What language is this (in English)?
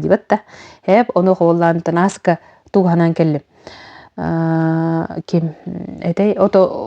Yakut